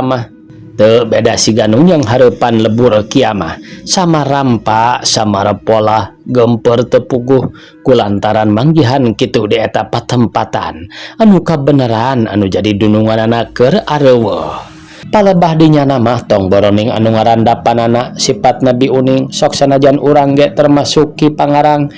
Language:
Sundanese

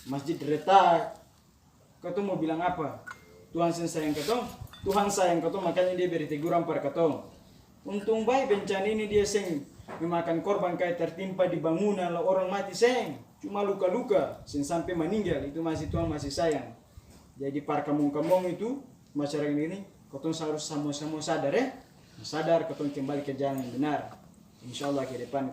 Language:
Ambonese Malay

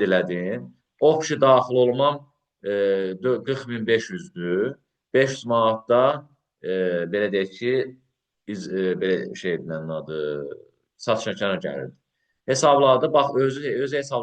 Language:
Azerbaijani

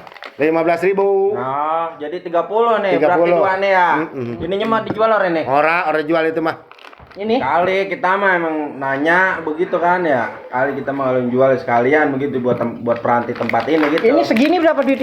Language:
Betawi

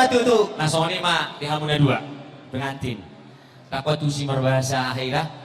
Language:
Batak Toba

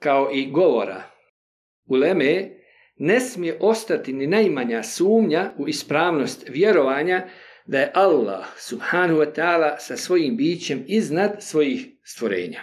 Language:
Bosnian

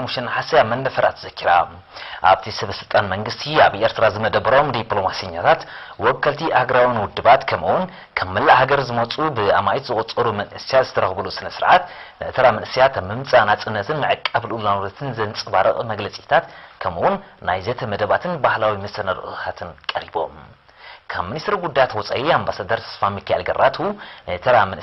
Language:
Tigrinya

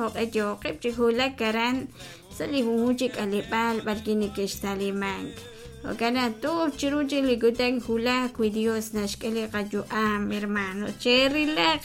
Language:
Kekchí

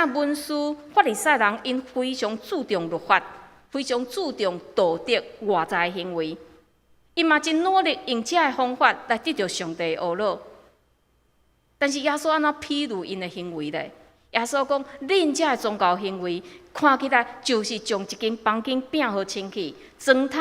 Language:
Min Nan Chinese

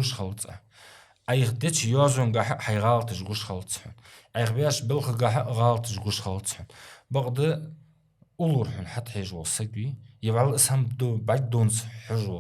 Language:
Ingush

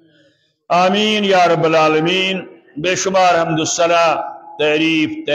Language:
Kashmiri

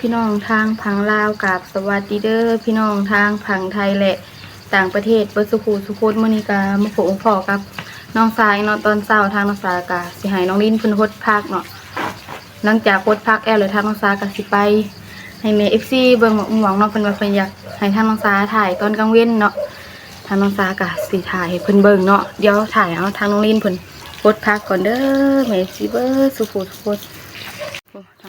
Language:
Northeastern Thai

